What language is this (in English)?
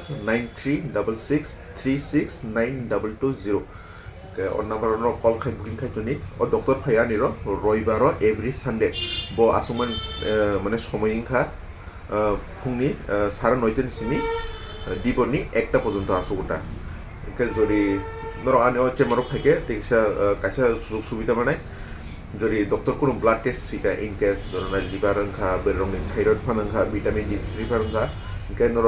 Kok Borok